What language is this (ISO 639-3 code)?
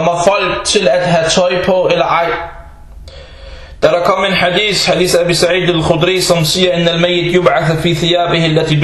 dan